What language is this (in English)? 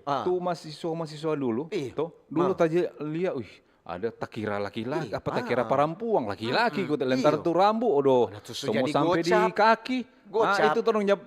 Manado Malay